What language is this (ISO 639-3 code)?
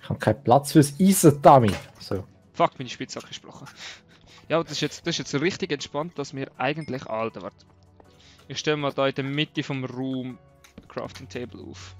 gsw